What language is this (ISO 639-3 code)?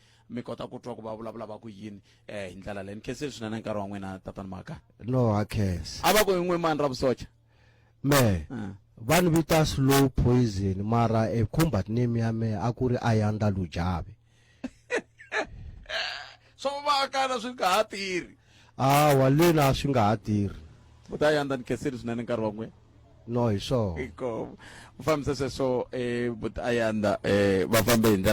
tso